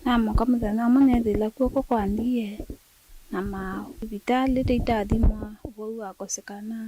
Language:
Kamba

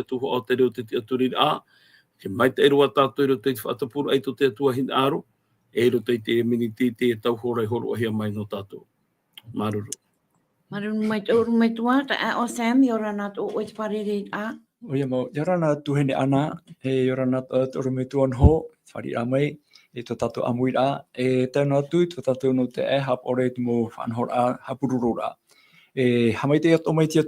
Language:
Tahitian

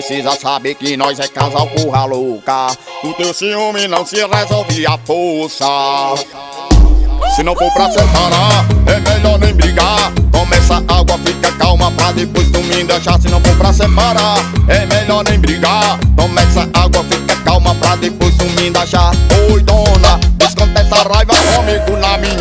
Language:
Portuguese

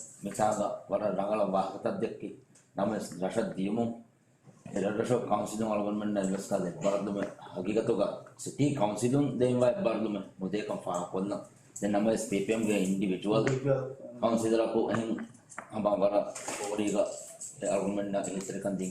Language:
Divehi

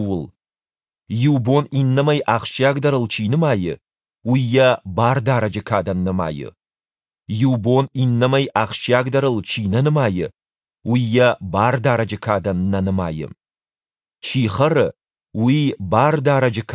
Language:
Ossetic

